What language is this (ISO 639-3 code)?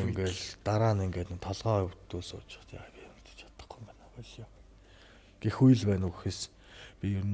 mon